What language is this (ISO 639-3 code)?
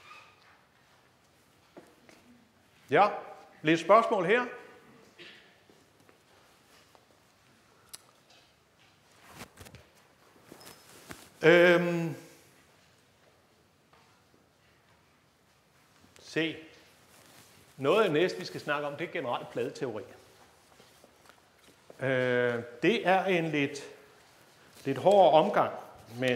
dan